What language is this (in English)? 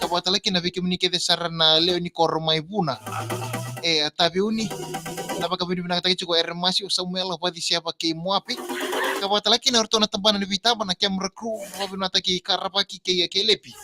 Fijian